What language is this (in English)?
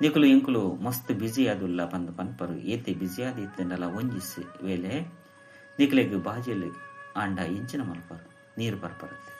Tulu